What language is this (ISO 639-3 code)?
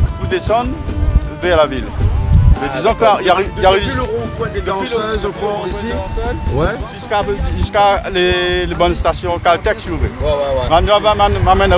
rcf